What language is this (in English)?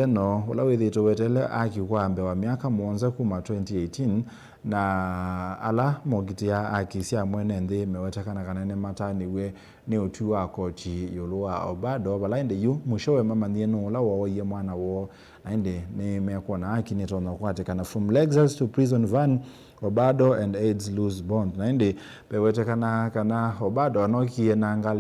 Kamba